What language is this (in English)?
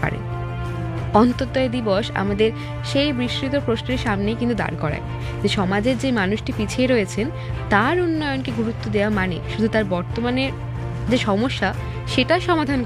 Bangla